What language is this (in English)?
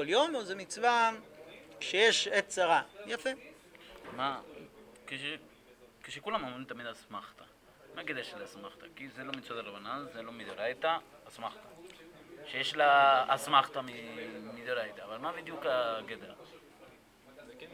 Hebrew